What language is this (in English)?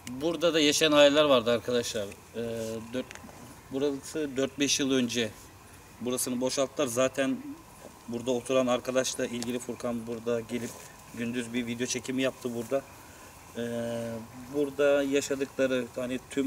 Turkish